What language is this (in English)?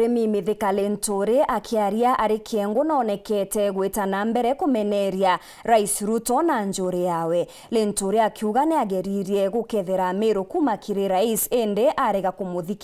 Meru